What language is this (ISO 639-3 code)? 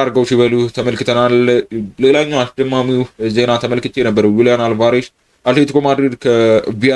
amh